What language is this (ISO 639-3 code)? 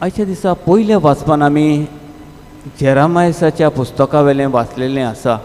kok